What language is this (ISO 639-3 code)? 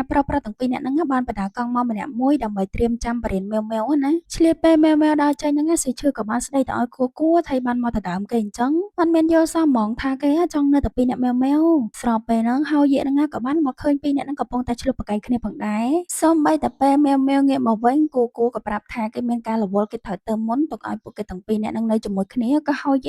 khm